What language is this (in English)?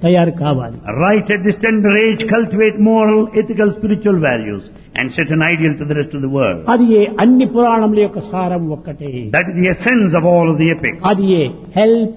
Telugu